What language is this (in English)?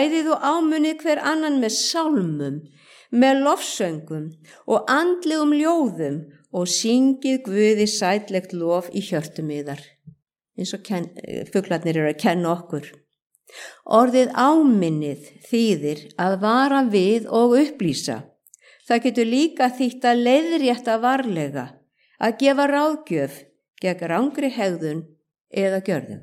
Icelandic